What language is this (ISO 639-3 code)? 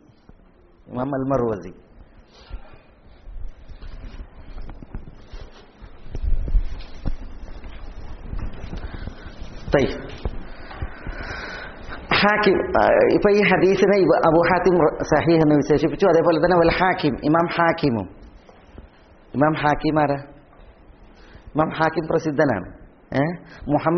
mal